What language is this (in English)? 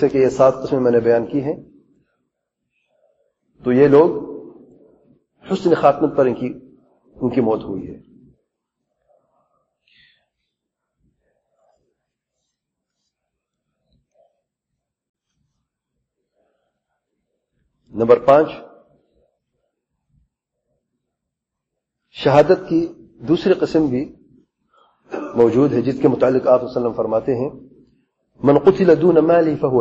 Urdu